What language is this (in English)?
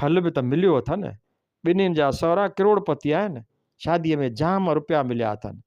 Sindhi